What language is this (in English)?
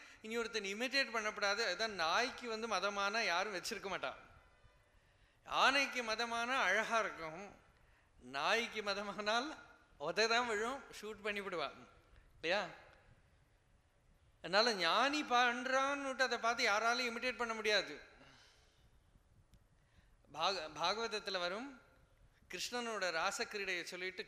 Tamil